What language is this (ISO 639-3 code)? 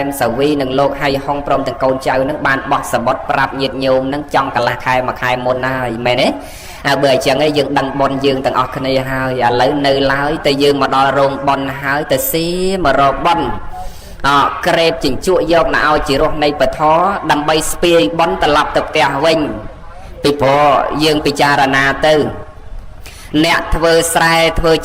khm